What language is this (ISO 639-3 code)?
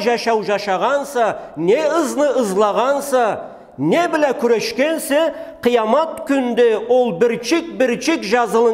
krc